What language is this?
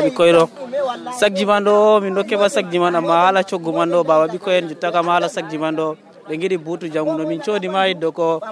Nigerian Fulfulde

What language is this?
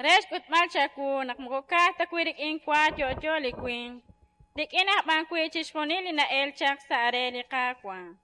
Kekchí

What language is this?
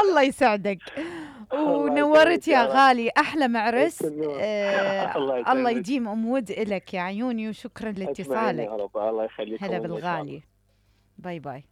Mesopotamian Arabic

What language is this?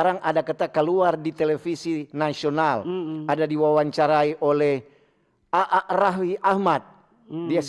Manado Malay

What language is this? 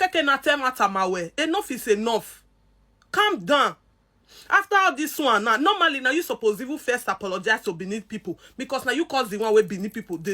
Nigerian Pidgin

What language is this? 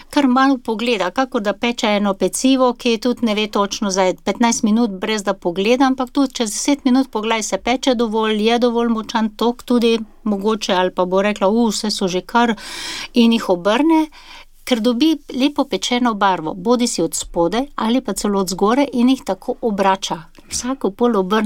Slovenian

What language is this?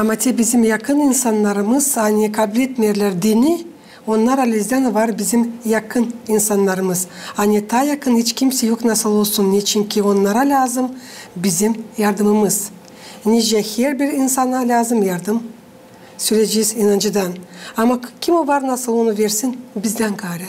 Gagauz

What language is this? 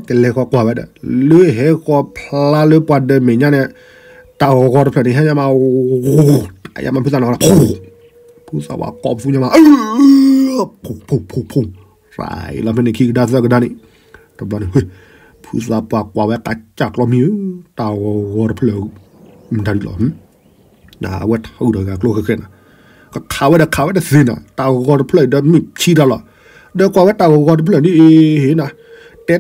S'gaw Karen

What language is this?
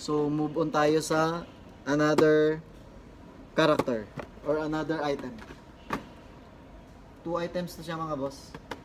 Filipino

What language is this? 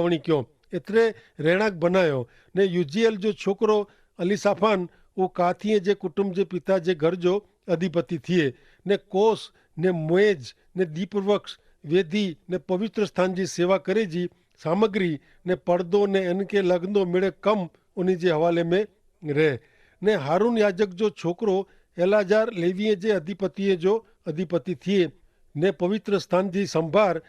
Kachhi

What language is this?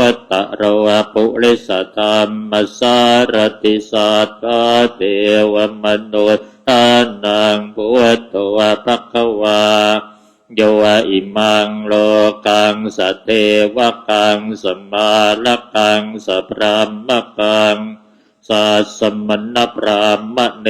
Pali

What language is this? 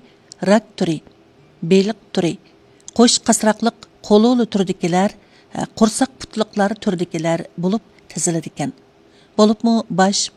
Uyghur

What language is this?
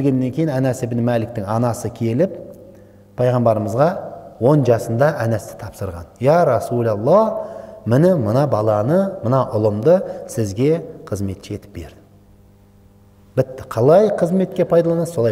Kazakh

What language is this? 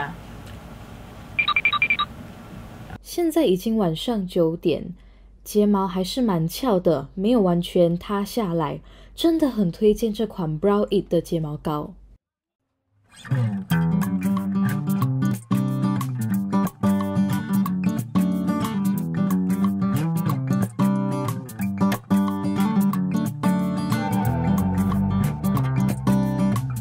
Chinese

